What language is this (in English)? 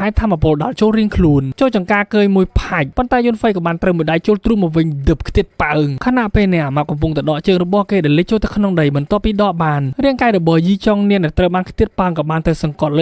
Khmer